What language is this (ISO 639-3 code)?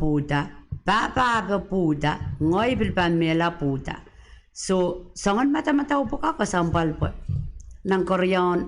pon